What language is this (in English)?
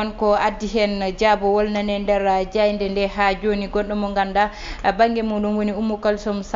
Fula